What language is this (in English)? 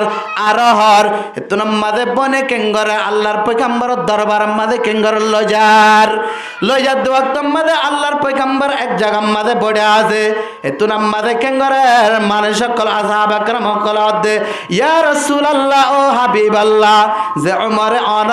Rohingya